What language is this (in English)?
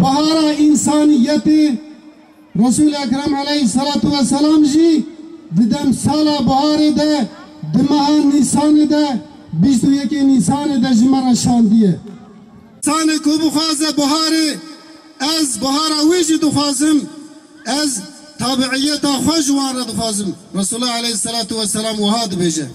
Kurdish